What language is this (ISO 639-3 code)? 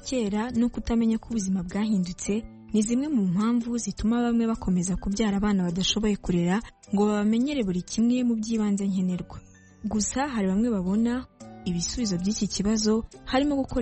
kin